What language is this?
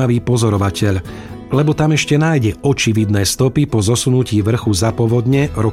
Slovak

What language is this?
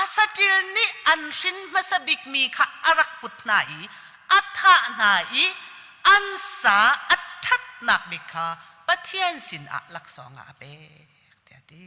Hakha Chin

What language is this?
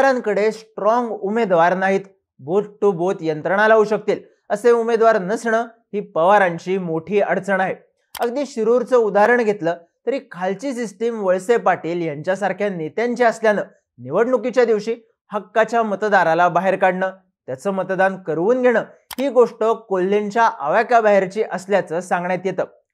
Marathi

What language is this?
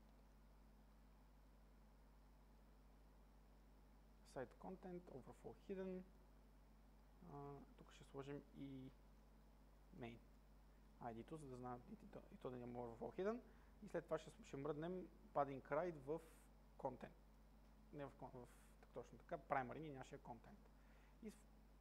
Bulgarian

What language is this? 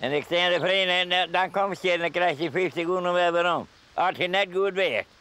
Western Frisian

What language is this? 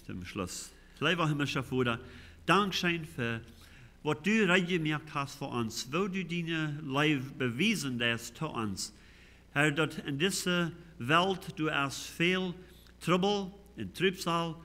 Plautdietsch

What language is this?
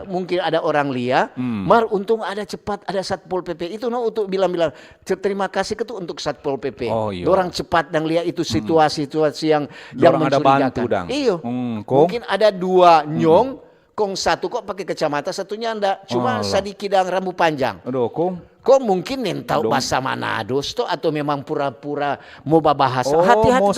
Manado Malay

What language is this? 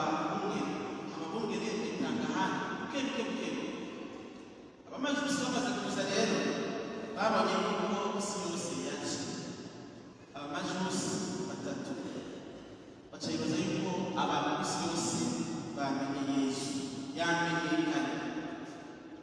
Kinyarwanda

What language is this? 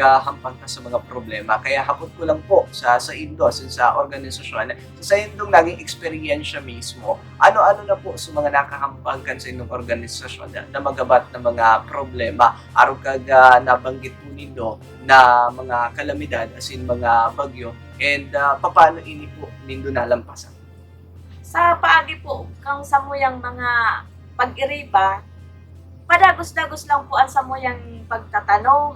Bikol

